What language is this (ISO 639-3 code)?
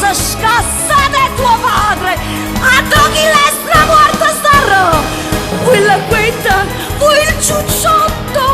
nap